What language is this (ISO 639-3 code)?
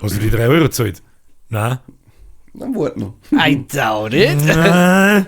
bar